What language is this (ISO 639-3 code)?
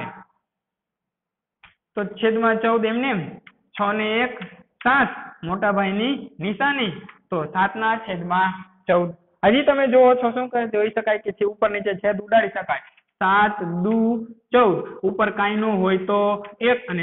guj